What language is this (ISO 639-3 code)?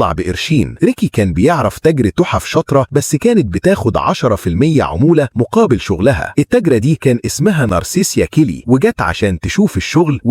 arz